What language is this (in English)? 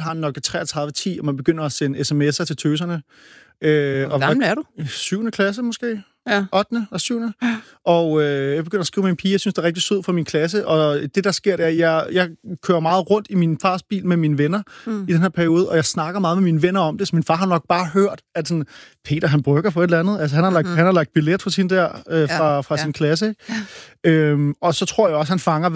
Danish